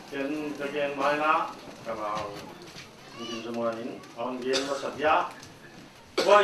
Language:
Paite Chin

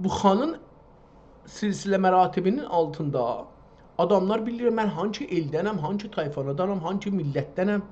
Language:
South Azerbaijani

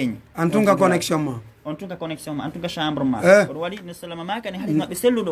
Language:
Fula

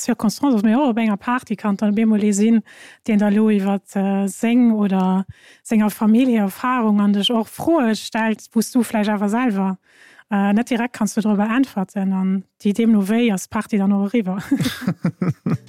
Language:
Luxembourgish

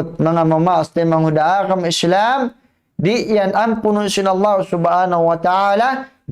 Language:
Tausug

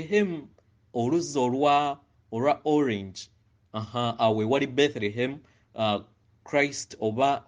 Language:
Ganda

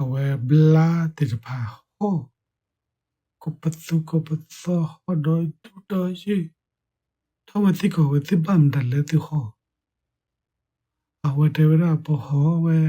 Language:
S'gaw Karen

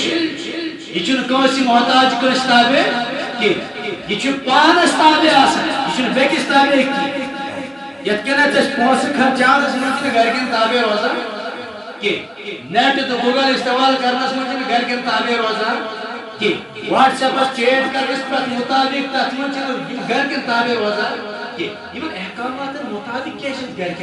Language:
Kashmiri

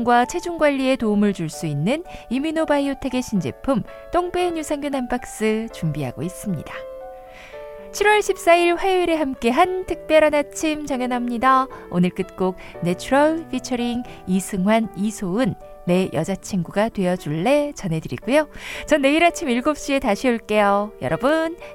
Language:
Korean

